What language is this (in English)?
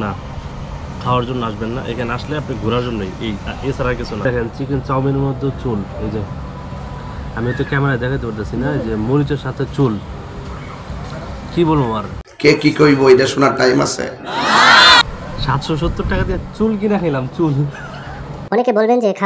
Bangla